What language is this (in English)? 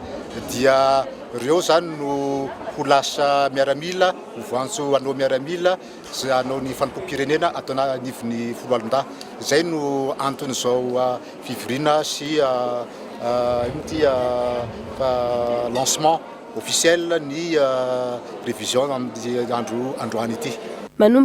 Malagasy